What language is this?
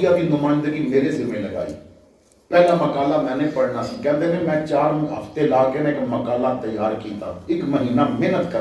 Western Panjabi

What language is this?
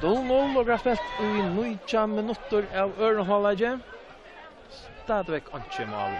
Faroese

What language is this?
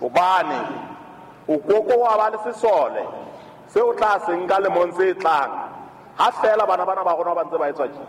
Southern Sotho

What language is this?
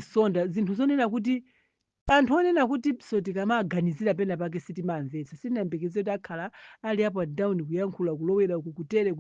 Nyanja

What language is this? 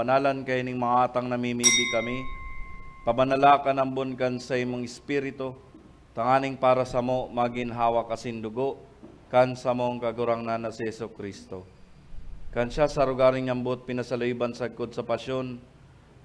Bikol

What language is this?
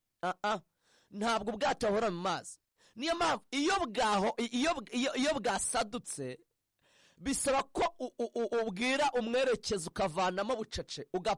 Kinyarwanda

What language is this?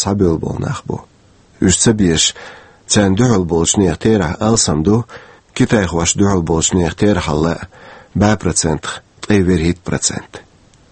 Chechen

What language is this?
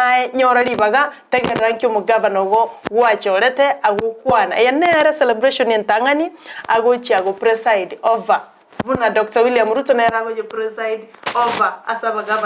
Gusii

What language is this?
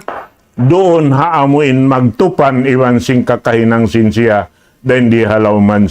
Tausug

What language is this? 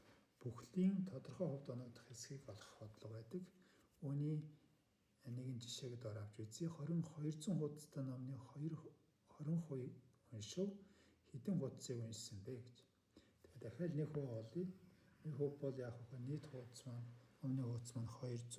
Mongolian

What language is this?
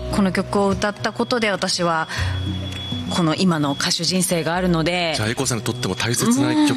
Japanese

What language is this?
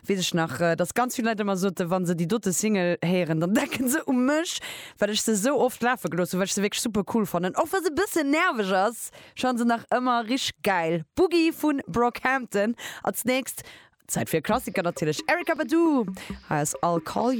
Luxembourgish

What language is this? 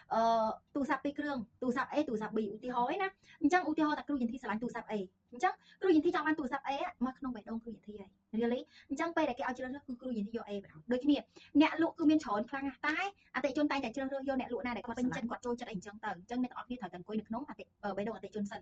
Khmer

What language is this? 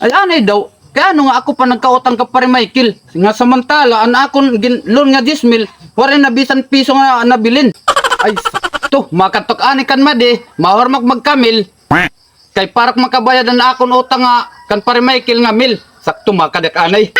Waray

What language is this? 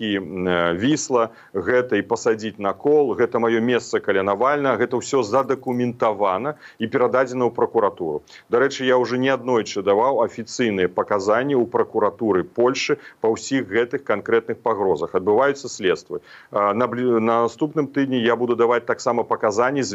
Belarusian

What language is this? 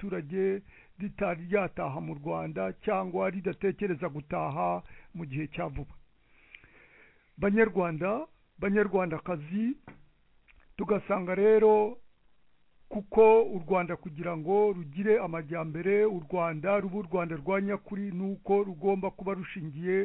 Kinyarwanda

